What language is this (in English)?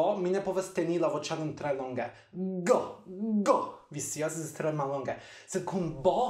Esperanto